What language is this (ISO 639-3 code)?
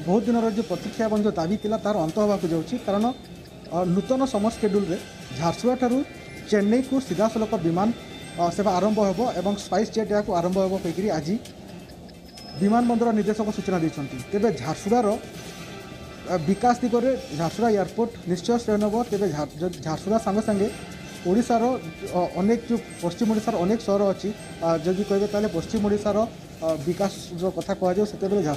ori